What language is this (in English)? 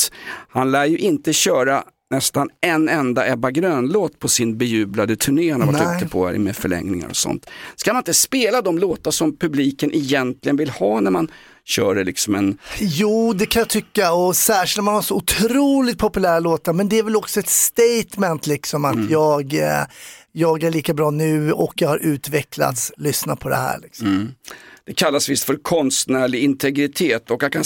Swedish